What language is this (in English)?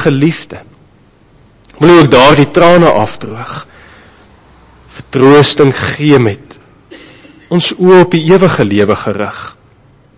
Afrikaans